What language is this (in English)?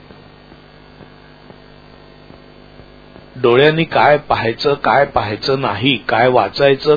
Marathi